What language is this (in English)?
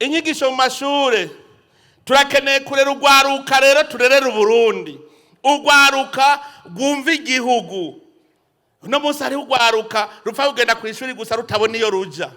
Rundi